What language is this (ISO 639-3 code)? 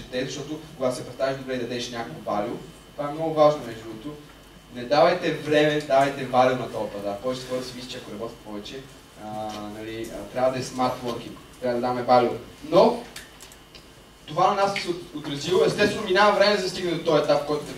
bul